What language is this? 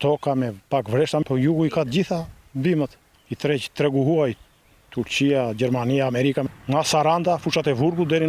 Albanian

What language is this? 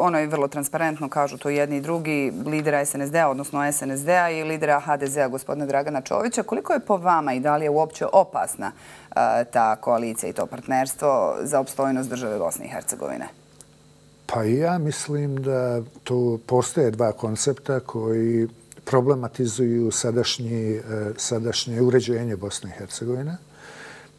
Bosnian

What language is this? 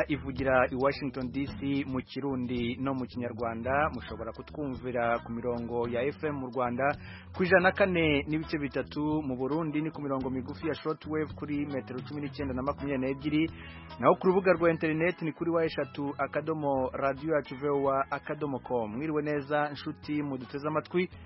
Kinyarwanda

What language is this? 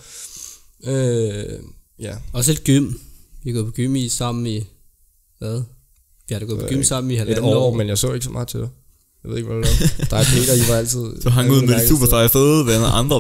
Danish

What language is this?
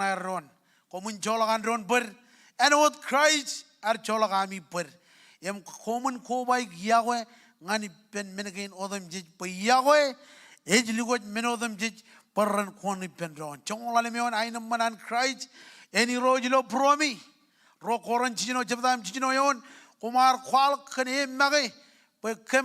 Marshallese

